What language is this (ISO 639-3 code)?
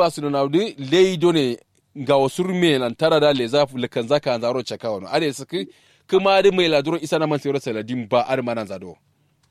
kau